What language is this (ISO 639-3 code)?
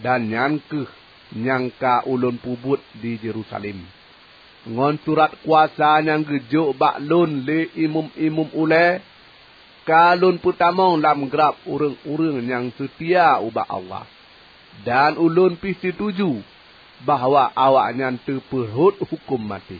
ace